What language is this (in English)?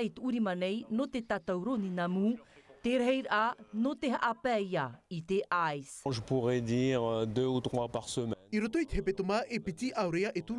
Tahitian